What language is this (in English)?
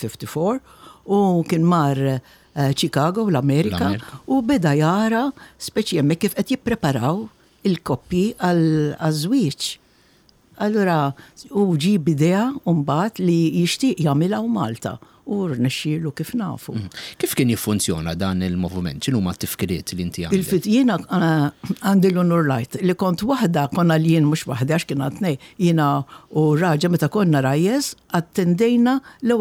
Maltese